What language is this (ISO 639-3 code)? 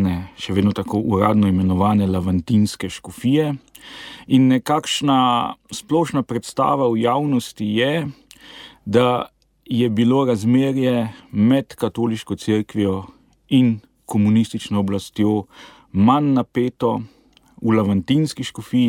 slv